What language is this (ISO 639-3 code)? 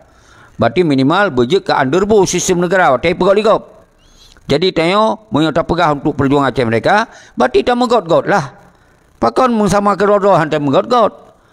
ace